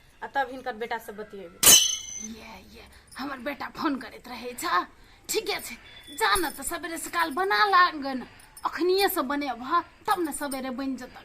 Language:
Maithili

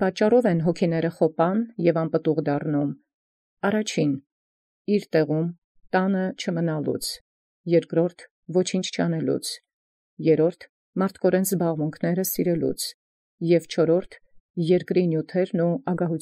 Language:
Armenian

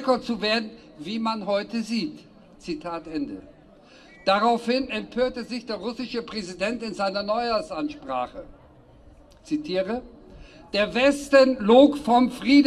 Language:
German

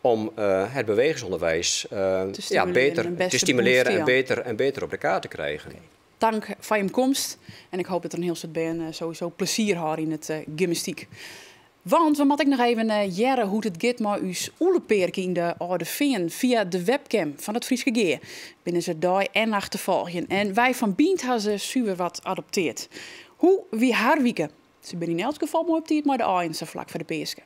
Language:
Western Frisian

